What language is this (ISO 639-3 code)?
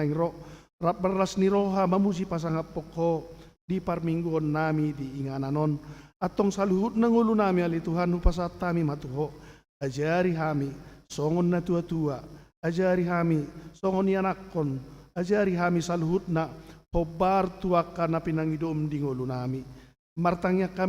bbc